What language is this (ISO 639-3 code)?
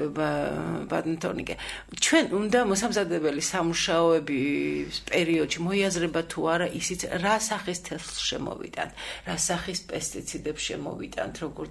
kat